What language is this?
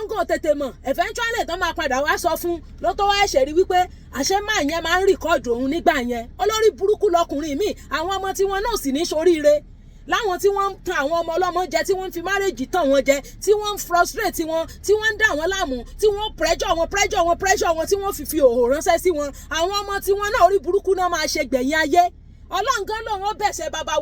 Yoruba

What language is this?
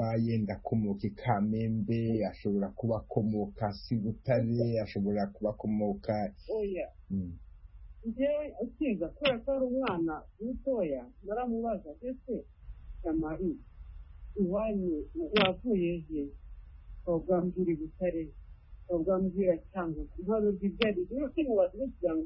Kinyarwanda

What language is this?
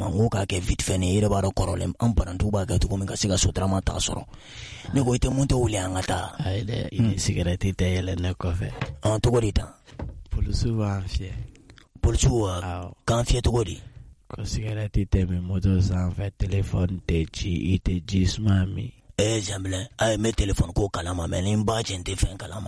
Bambara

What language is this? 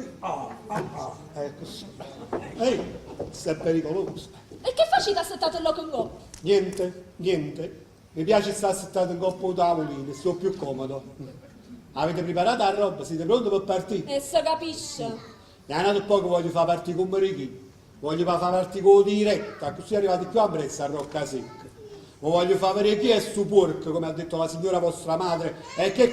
Neapolitan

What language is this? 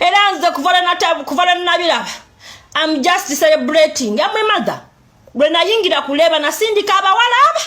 Ganda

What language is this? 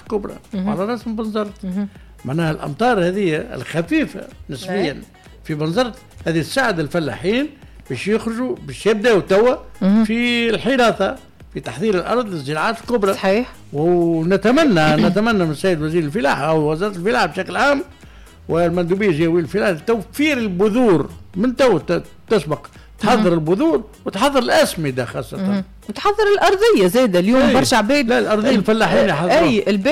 Tunisian Arabic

